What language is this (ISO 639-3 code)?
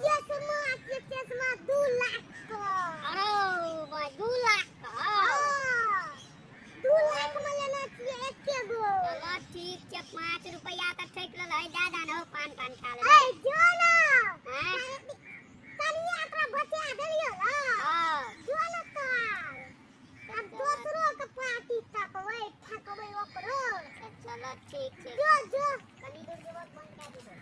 mai